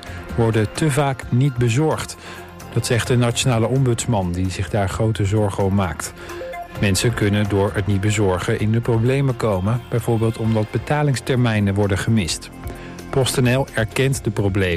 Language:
Dutch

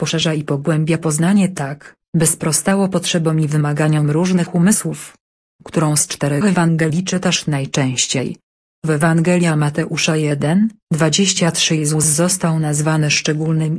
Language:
Polish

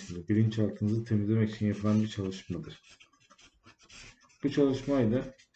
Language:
Turkish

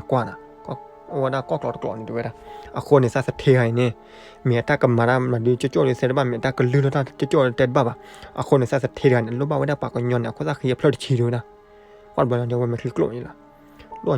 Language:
S'gaw Karen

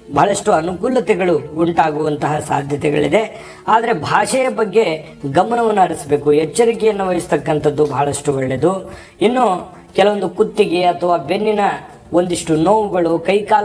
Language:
Kannada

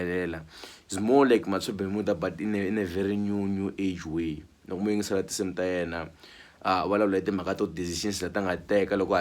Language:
Tsonga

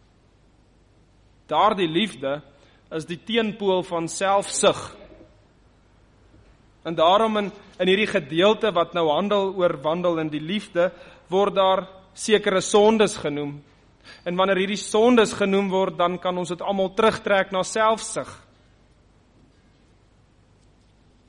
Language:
Afrikaans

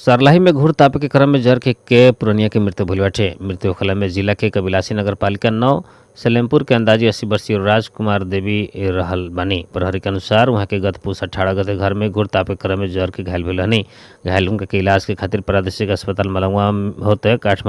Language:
Bhojpuri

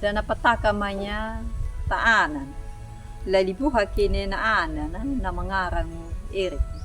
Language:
Anakalangu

